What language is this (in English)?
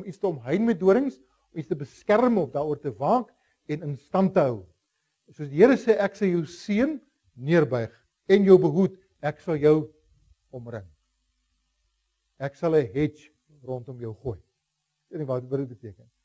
Afrikaans